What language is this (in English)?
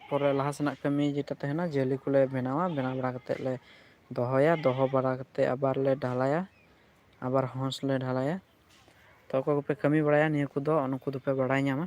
Santali